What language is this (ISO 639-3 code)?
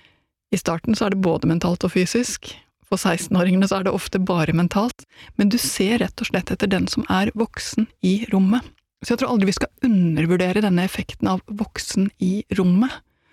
nor